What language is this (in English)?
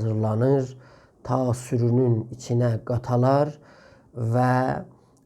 South Azerbaijani